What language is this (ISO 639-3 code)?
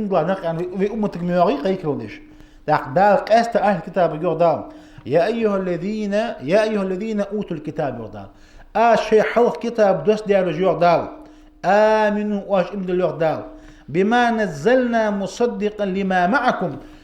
inh